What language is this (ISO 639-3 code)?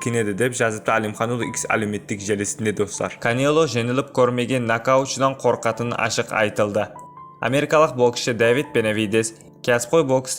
kaz